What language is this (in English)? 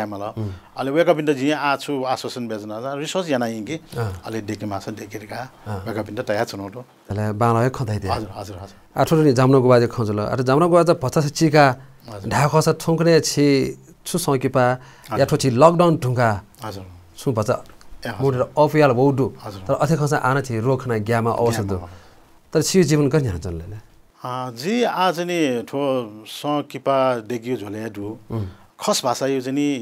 Newari